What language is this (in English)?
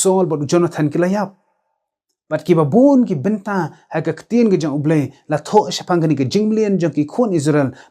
Khasi